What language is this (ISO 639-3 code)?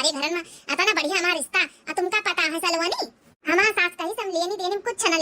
awa